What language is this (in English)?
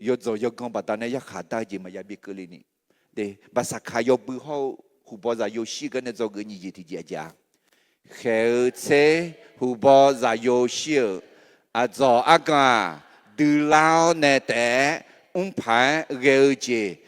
Akha